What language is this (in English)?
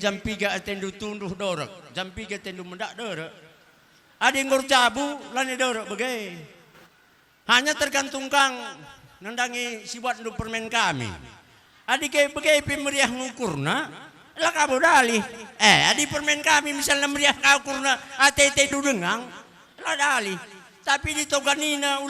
Batak Karo